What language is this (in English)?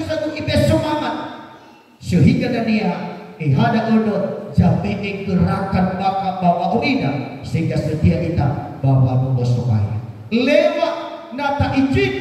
Nias